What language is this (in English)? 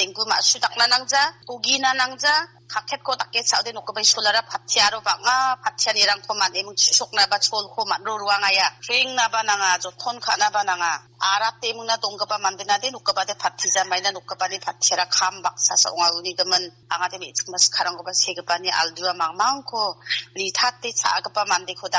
Garo